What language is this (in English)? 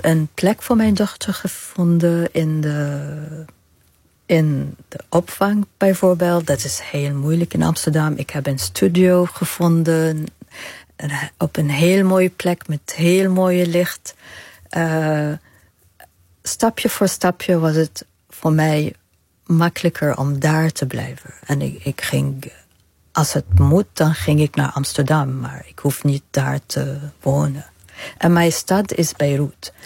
Dutch